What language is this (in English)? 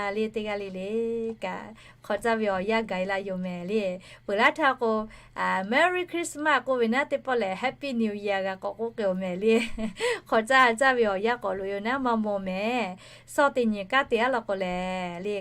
Lahu